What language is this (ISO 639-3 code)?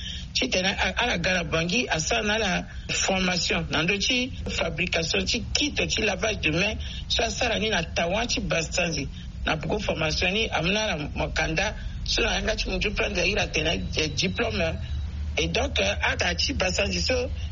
sag